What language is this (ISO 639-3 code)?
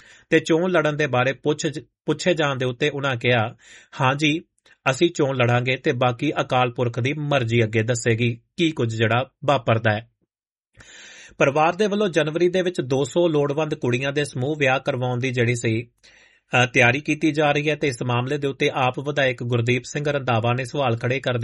pan